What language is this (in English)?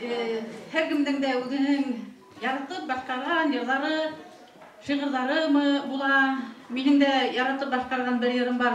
Bashkir